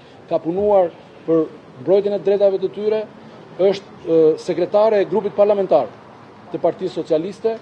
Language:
Albanian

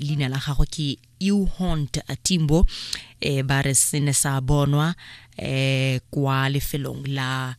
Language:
Tswana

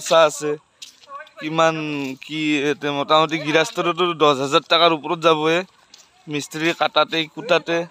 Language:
Assamese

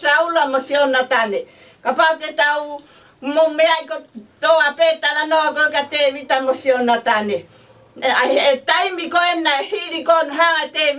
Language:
Tongan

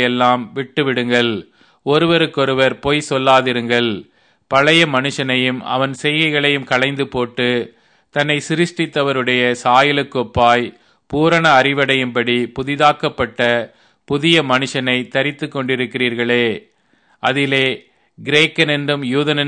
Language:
Tamil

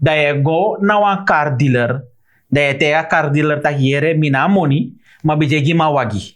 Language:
Sranan Tongo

